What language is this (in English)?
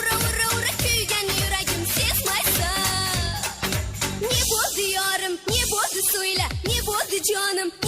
Kara-Kalpak